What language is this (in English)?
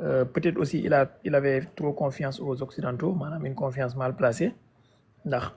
Wolof